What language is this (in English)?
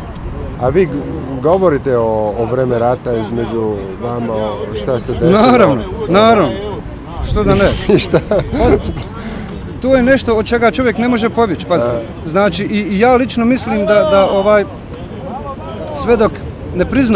Bosnian